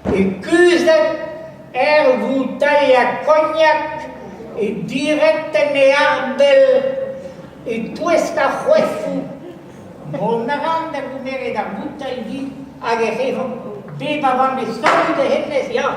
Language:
Breton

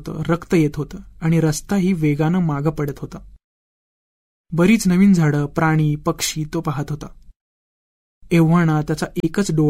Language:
Marathi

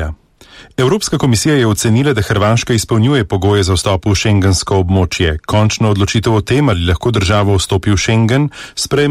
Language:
Slovenian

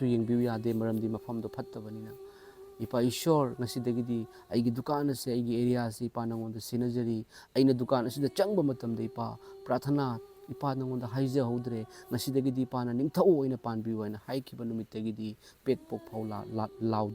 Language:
Manipuri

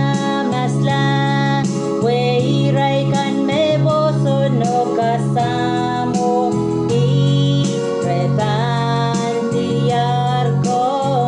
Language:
Pohnpeian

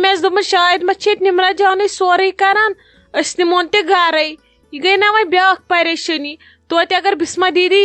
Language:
Kashmiri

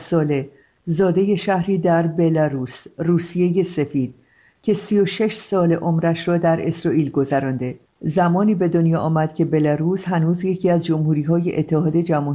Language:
Persian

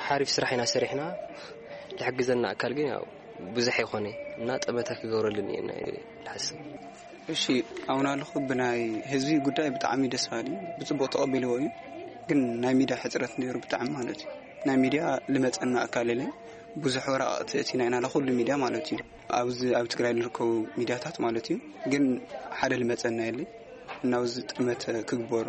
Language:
Tigrinya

